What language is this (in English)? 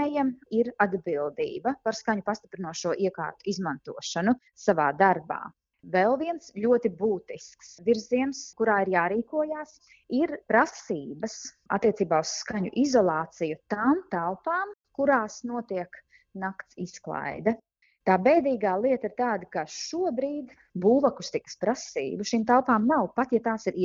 Latvian